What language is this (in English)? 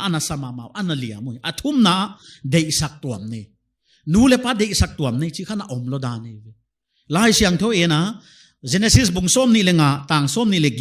Paite Chin